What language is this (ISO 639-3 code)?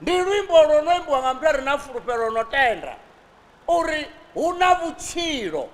ven